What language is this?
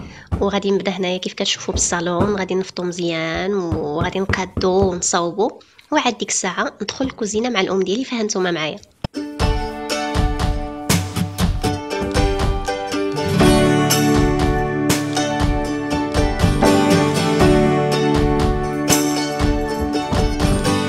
Moroccan Arabic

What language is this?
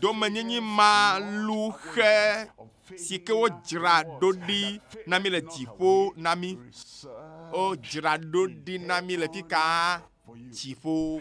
Ewe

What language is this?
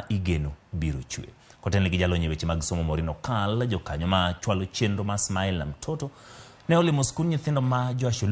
Luo (Kenya and Tanzania)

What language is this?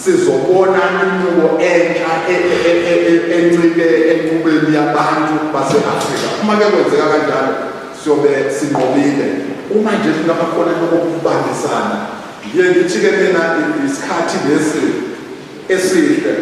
Zulu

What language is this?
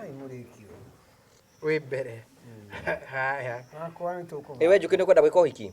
Kikuyu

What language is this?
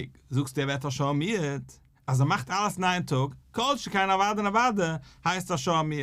Yiddish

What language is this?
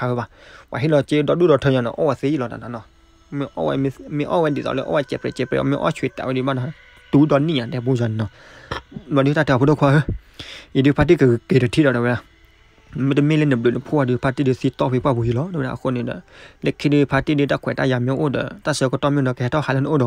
S'gaw Karen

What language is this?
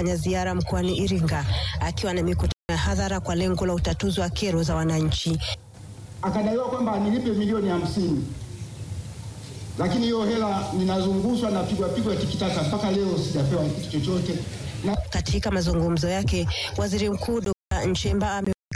Swahili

